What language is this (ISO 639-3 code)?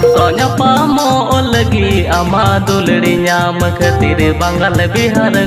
sat